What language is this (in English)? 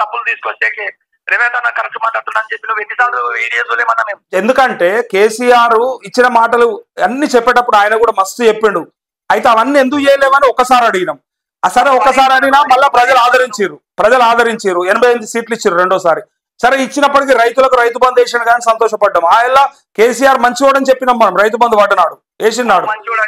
Telugu